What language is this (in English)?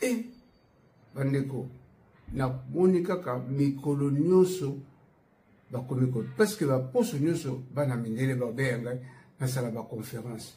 Lingala